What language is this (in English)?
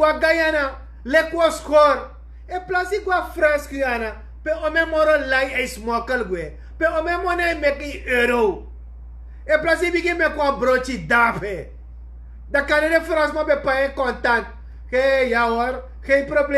Sranan Tongo